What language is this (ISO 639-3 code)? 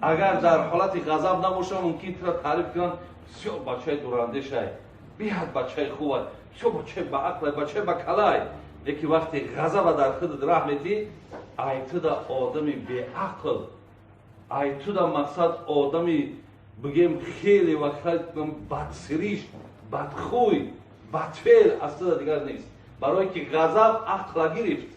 tgk